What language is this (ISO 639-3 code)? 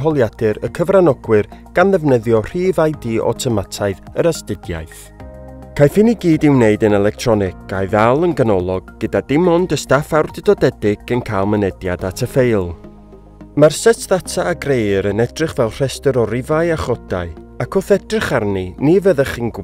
cym